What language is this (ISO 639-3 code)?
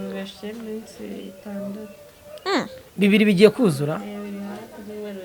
kin